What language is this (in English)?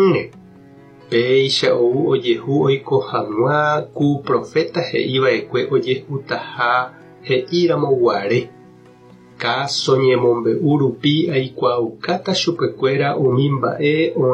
Guarani